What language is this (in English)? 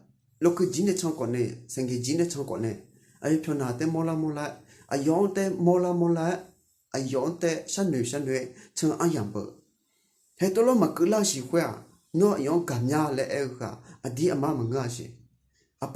Akha